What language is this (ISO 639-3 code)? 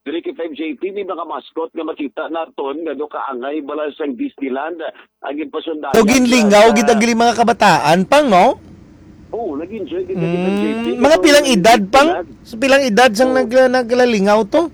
hil